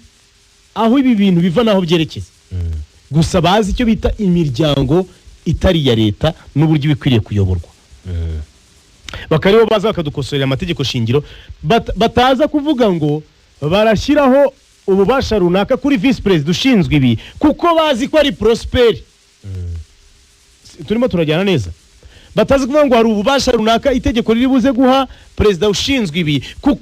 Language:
Kinyarwanda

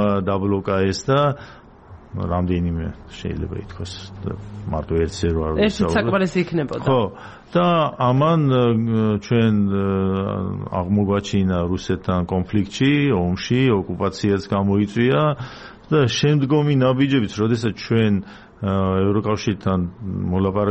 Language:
Georgian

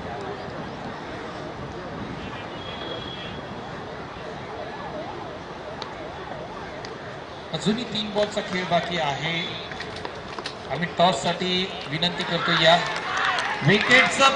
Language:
Marathi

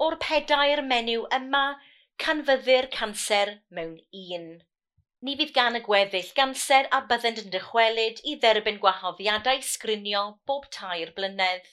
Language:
Welsh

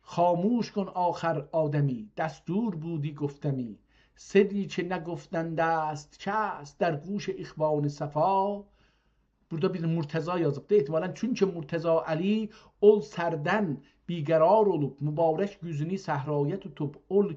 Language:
South Azerbaijani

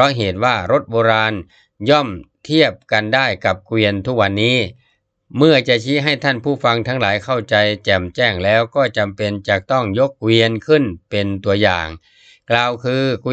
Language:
Thai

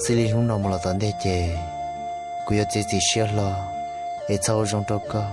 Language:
Hmong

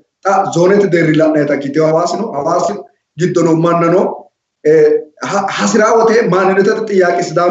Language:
Sidamo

